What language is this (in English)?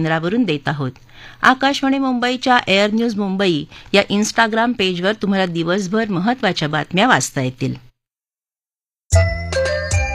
Marathi